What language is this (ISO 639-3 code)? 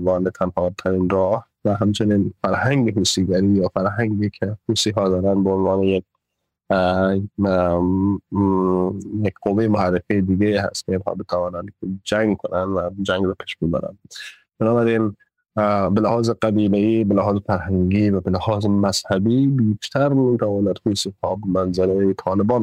fas